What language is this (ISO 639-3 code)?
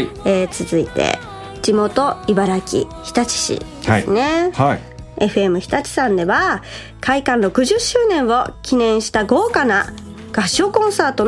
jpn